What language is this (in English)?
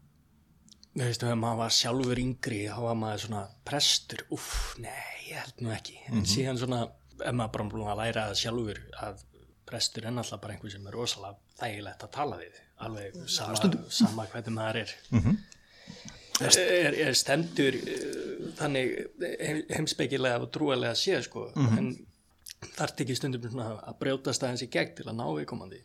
Icelandic